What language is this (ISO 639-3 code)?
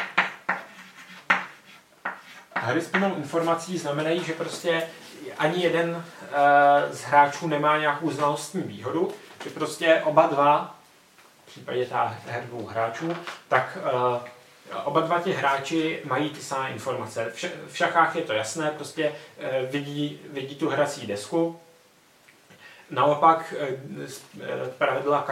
ces